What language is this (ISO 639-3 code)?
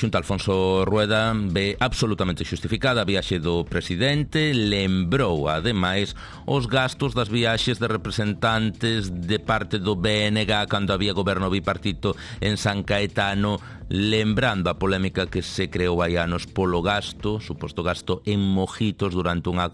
glg